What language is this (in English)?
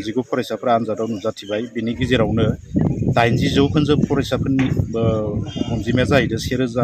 Bodo